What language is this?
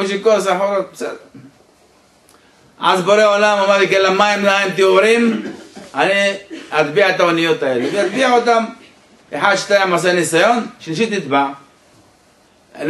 Hebrew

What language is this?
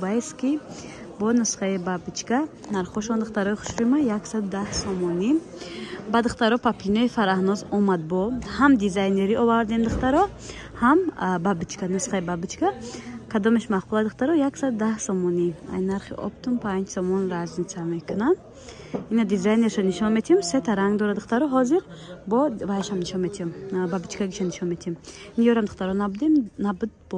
Tajik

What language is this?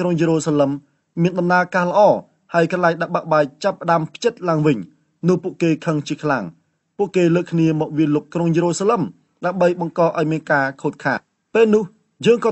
Khmer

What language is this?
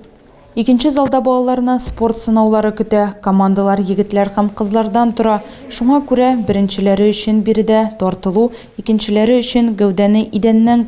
Tatar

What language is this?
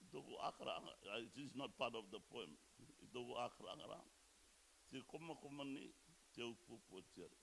Rarotongan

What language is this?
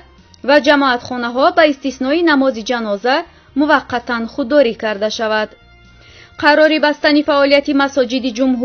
Tajik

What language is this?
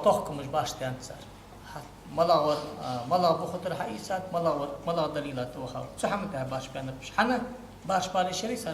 Ingush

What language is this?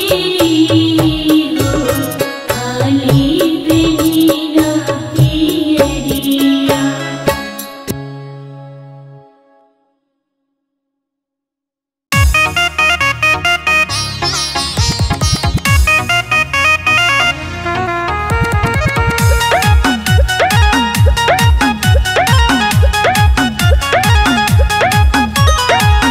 Bhojpuri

